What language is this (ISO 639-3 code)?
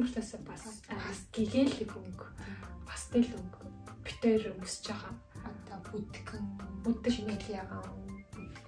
mon